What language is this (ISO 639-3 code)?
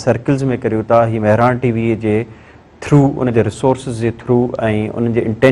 snd